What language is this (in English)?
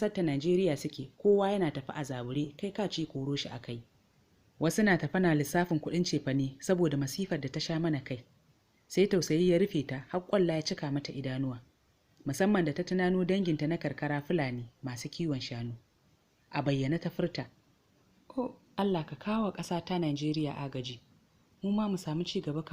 Hausa